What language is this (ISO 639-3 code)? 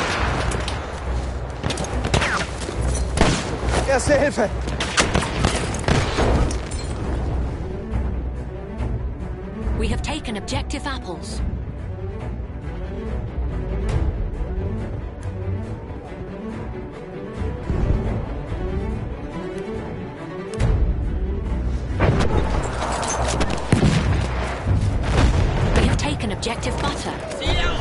eng